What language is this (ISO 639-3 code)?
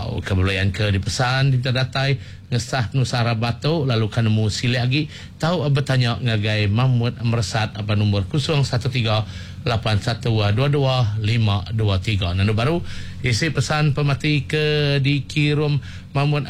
iba